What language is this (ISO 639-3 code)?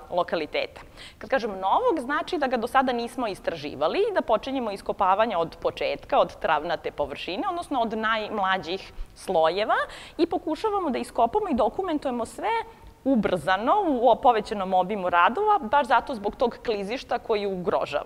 srp